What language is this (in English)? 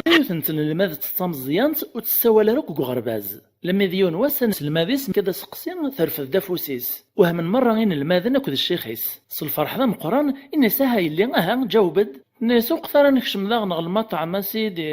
Kabyle